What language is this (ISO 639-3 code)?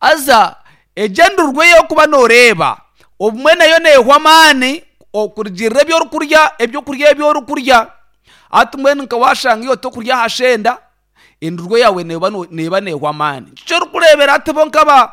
nyn